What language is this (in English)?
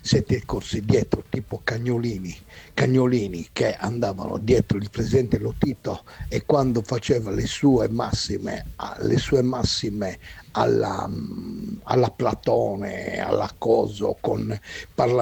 Italian